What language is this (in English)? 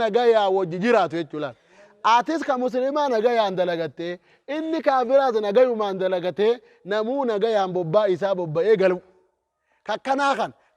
Oromo